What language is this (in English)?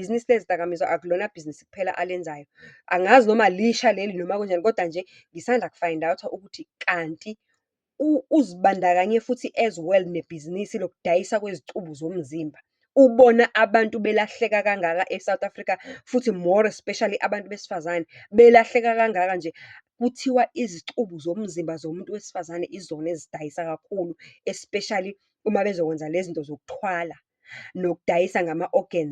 Zulu